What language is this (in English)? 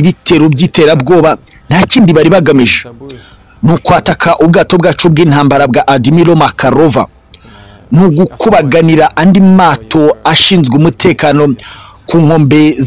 Kinyarwanda